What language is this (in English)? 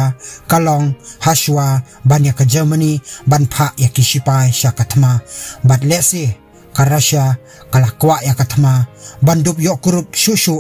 Khasi